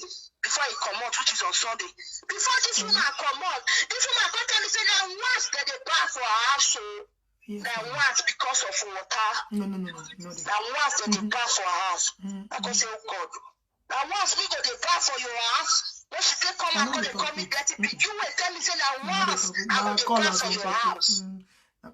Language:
Nigerian Pidgin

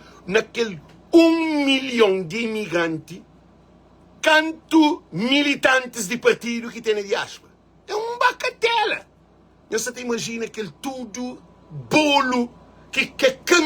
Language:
Kabuverdianu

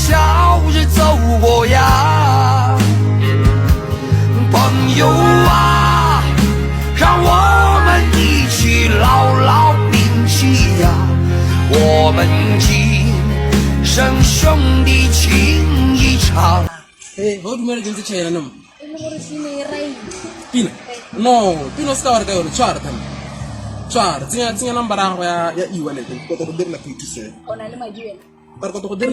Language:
Tswana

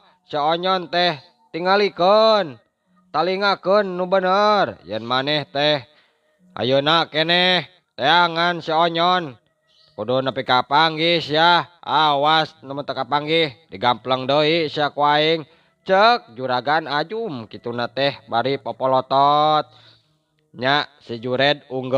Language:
Sundanese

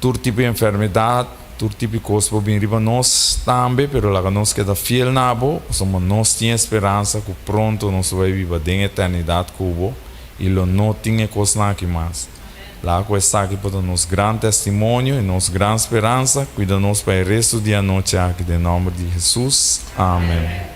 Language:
Papiamento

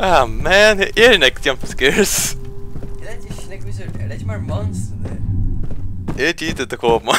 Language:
Faroese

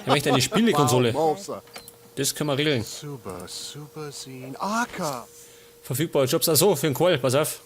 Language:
Bavarian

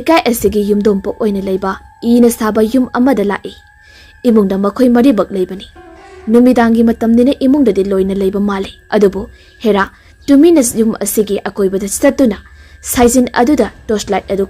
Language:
Manipuri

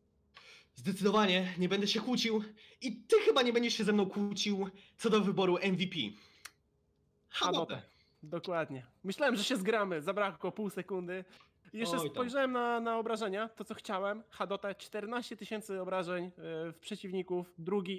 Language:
Polish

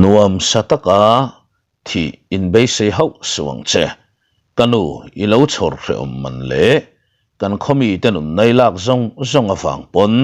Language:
Mizo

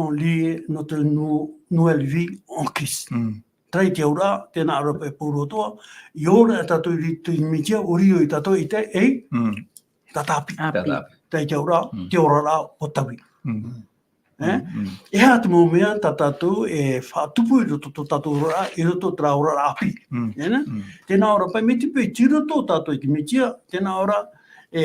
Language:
Tahitian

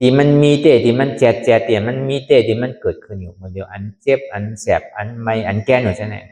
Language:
Shan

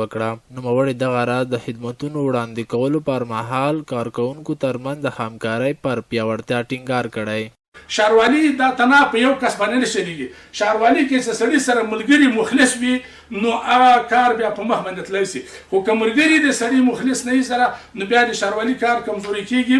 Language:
Pashto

